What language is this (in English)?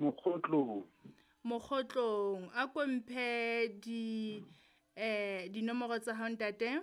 Southern Sotho